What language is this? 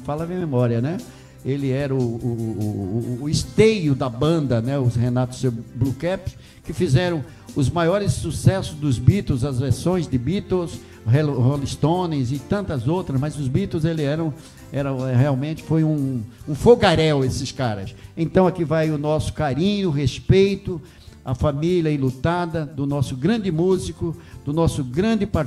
Portuguese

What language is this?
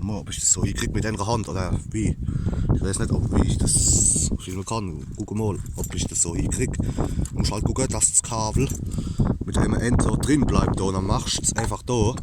Palatine German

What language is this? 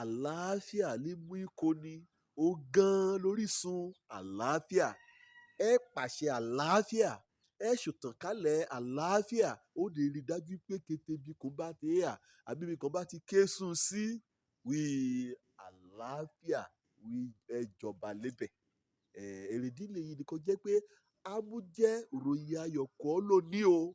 Yoruba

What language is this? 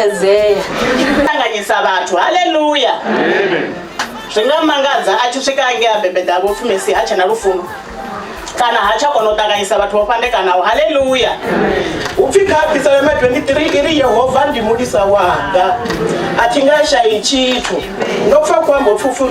Venda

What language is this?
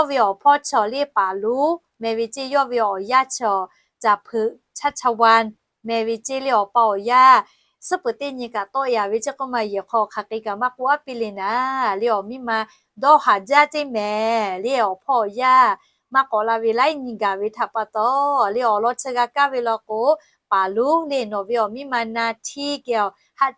Lahu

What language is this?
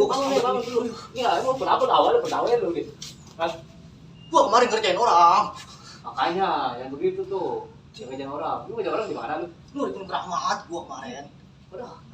Betawi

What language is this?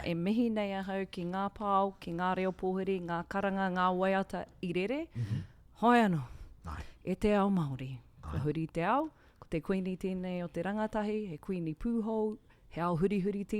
Māori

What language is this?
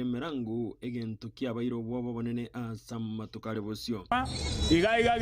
Gusii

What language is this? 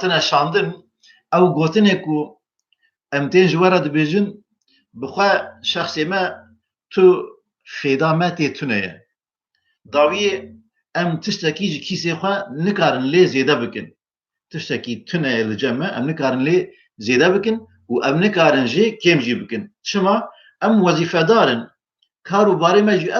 Kurdish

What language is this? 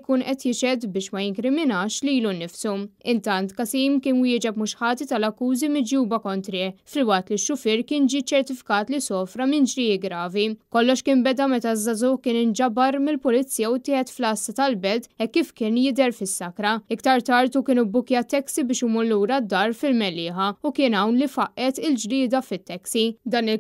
Maltese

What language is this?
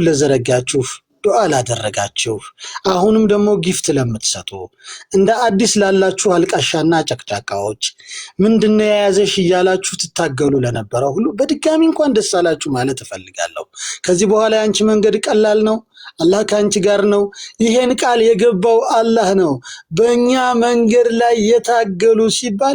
Amharic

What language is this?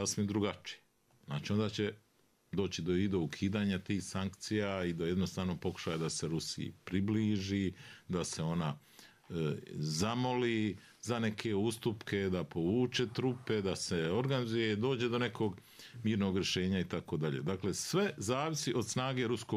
Bosnian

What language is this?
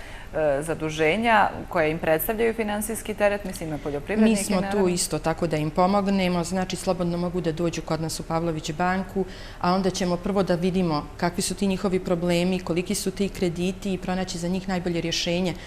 Bosnian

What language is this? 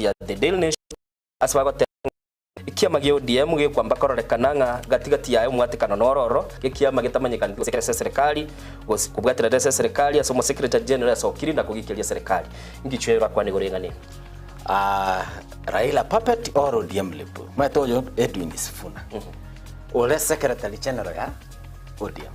Gusii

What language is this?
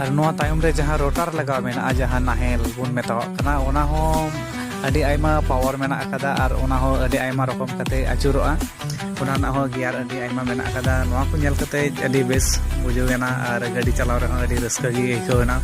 Santali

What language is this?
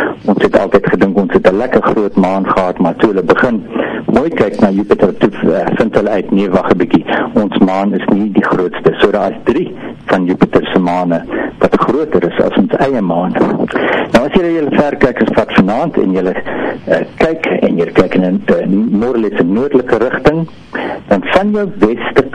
Afrikaans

